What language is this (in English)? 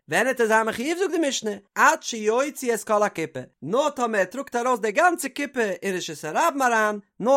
Yiddish